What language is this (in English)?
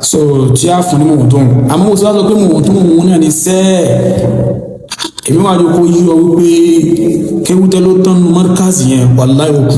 Yoruba